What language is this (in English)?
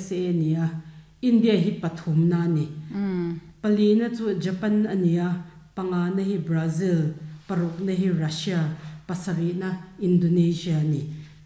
Mizo